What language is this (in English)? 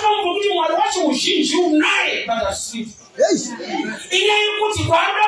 Shona